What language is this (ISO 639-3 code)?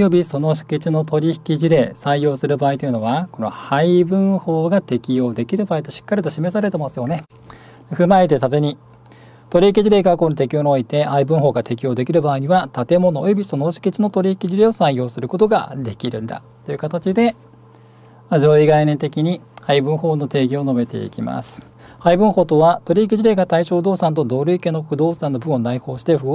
jpn